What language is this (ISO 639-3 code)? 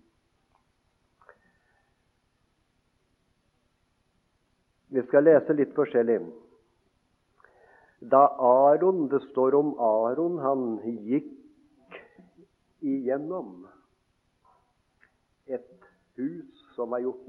nor